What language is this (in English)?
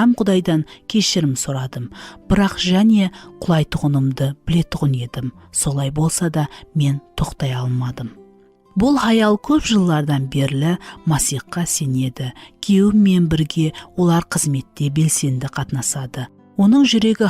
Kara-Kalpak